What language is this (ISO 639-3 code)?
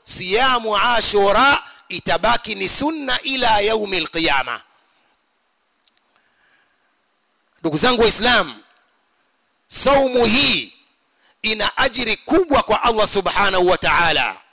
swa